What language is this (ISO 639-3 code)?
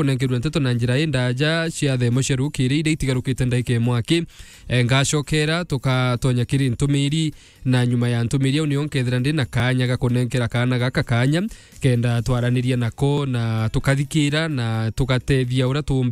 mer